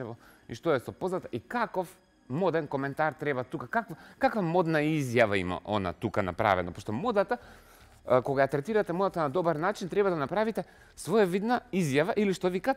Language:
Macedonian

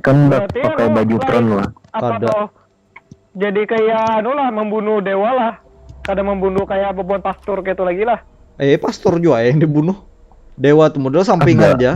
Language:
Banjar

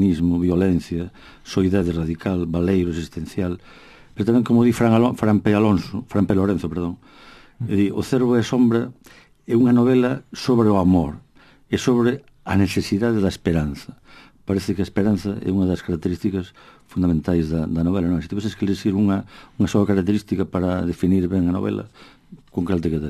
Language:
Galician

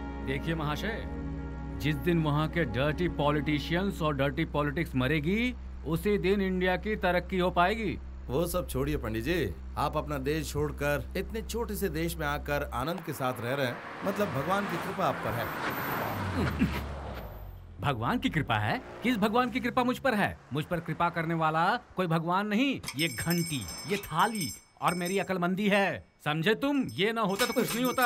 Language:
Hindi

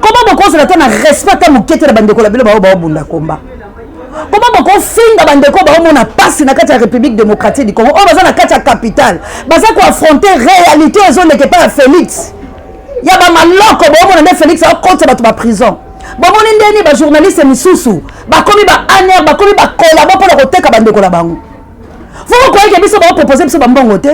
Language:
Lingala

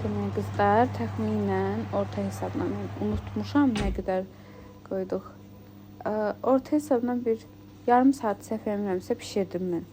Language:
Azerbaijani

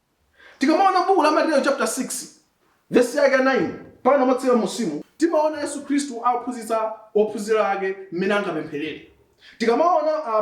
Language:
Nyanja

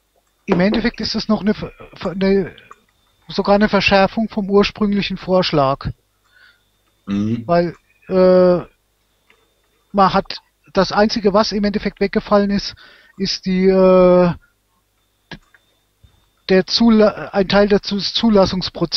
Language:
German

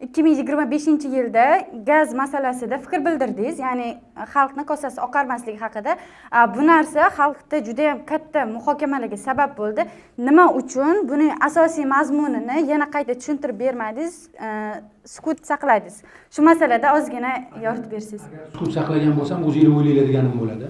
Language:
Uzbek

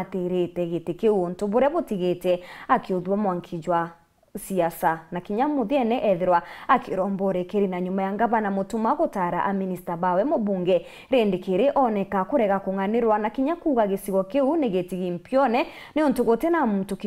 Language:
Meru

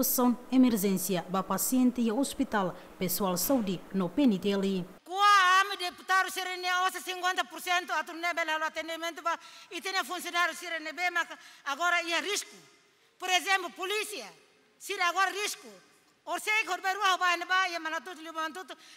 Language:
Tetum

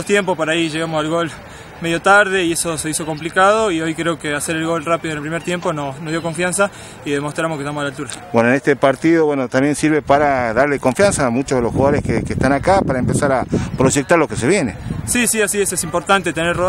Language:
Spanish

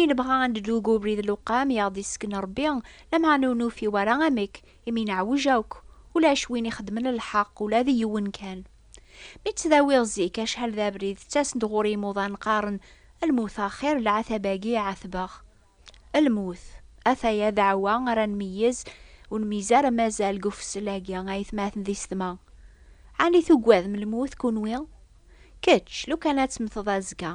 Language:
Kabyle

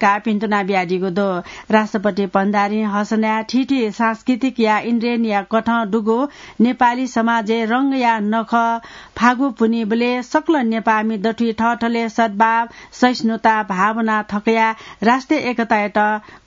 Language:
Newari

